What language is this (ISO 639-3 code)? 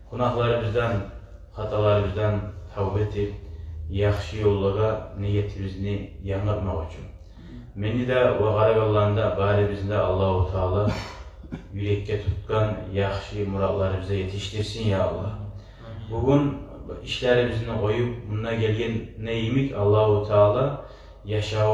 kum